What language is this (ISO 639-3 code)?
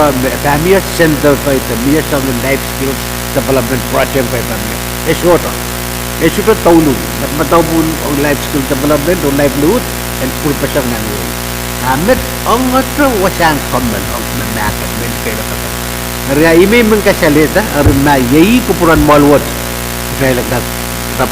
pon